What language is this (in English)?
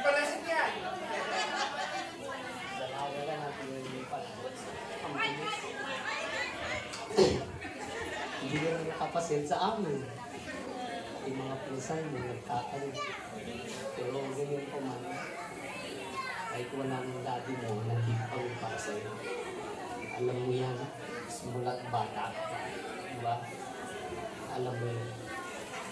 Filipino